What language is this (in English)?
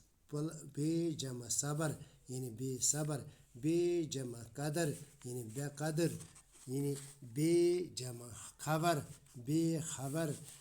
Kashmiri